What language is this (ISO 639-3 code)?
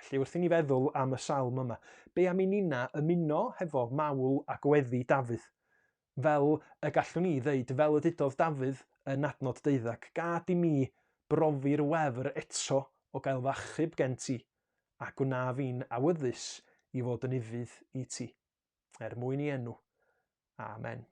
cym